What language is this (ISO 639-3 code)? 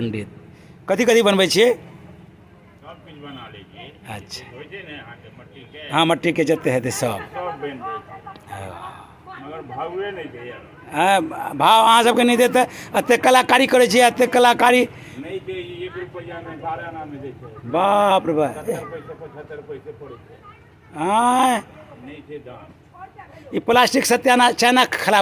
mai